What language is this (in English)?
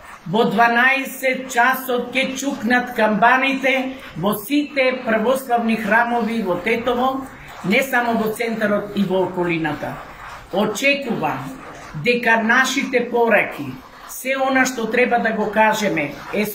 Macedonian